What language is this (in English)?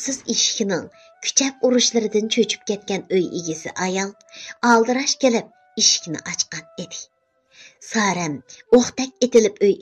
Uyghur